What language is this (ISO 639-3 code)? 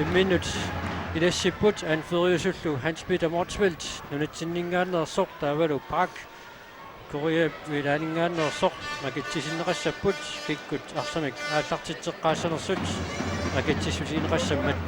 kal